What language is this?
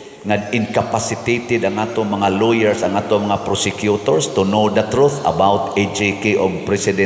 Cebuano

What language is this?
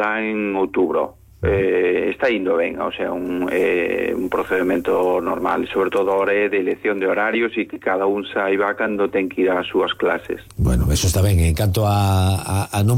Galician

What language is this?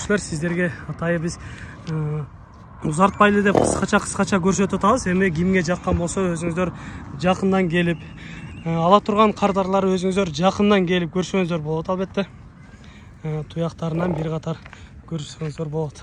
Kyrgyz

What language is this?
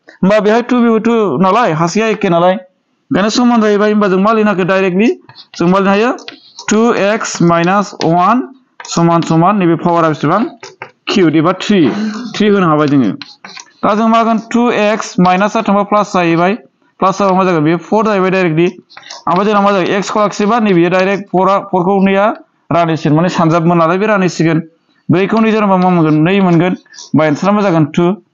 Bodo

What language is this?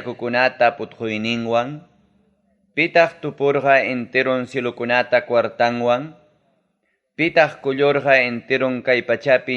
Ayacucho Quechua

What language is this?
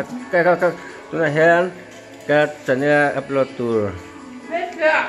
Mizo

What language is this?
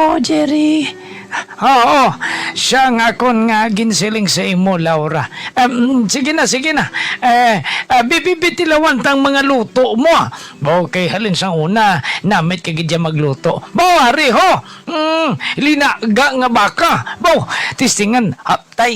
Hiligaynon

